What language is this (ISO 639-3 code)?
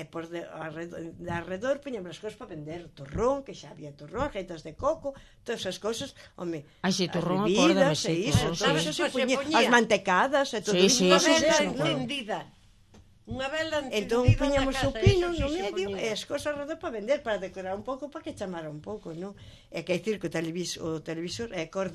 glg